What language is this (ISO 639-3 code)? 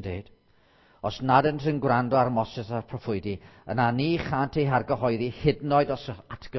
cym